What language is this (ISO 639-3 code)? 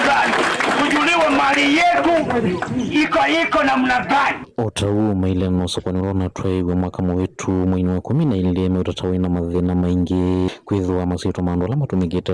kam